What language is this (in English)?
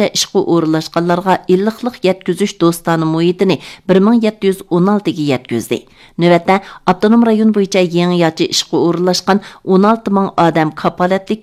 Uyghur